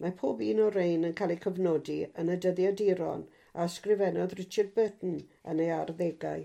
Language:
Welsh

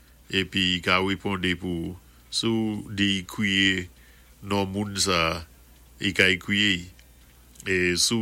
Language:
Saint Lucian Creole French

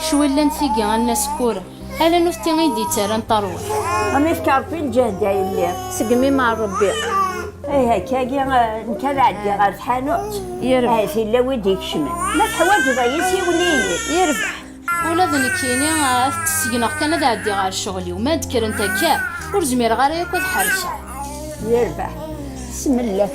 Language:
Kabyle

